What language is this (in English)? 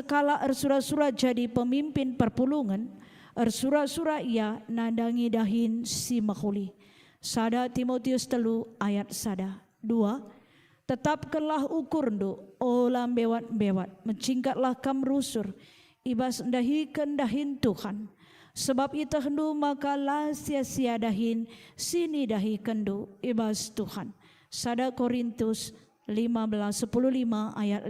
Batak Karo